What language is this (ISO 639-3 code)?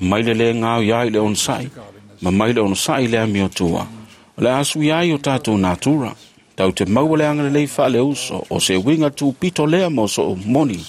smo